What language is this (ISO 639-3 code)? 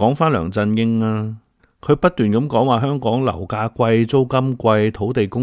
yue